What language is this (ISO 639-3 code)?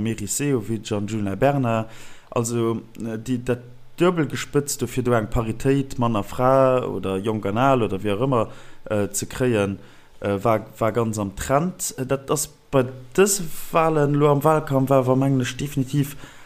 ltz